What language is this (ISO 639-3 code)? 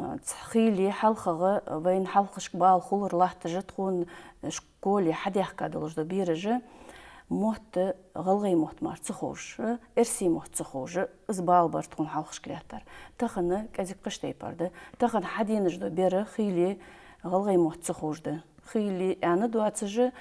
inh